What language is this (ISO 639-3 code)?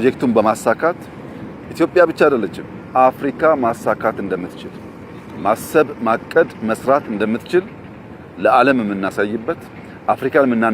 amh